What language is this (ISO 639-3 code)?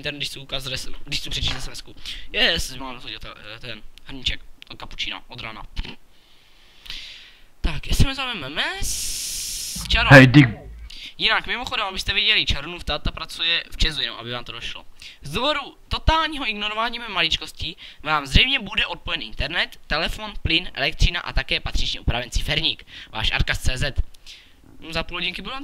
ces